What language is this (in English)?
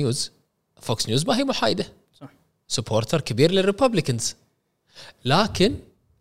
Gulf Arabic